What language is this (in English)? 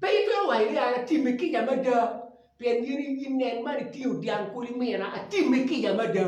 Acoli